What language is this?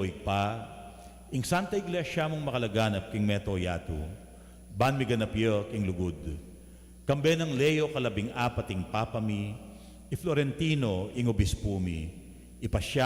Pampanga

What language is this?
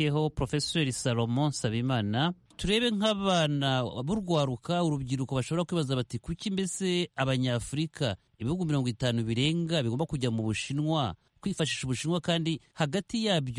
Kinyarwanda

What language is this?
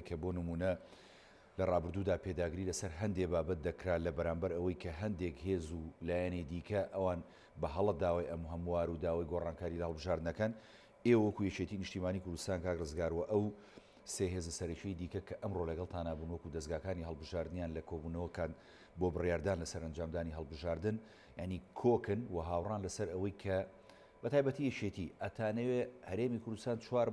Central Kurdish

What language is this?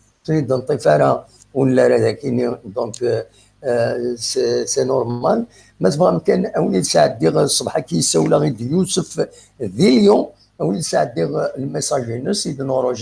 Kabyle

